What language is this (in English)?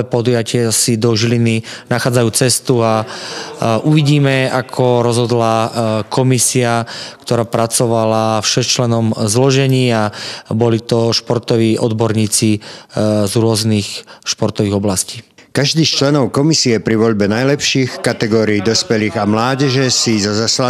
Slovak